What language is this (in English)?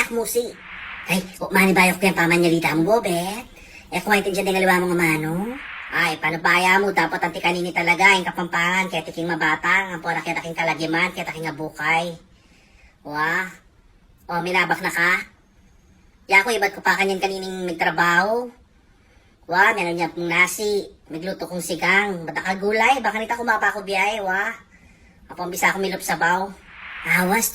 Pampanga